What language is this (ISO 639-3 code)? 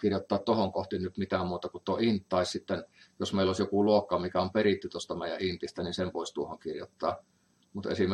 fin